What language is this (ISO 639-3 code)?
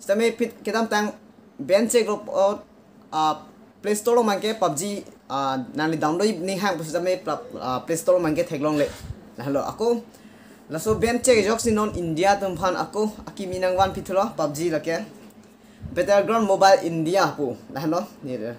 mjw